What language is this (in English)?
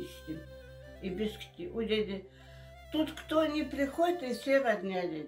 Crimean Tatar